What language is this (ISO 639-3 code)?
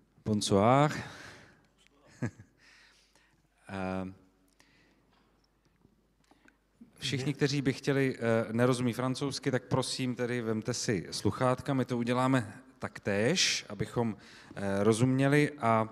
ces